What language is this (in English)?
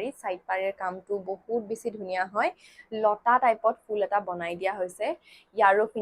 Assamese